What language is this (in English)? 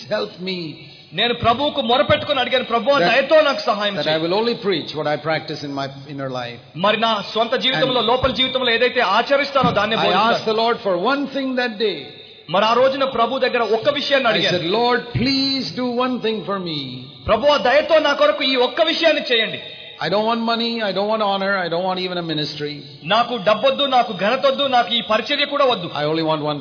Telugu